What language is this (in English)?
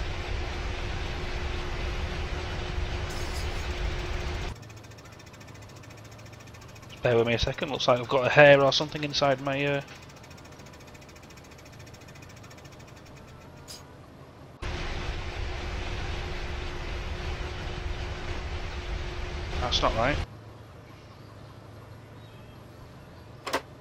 English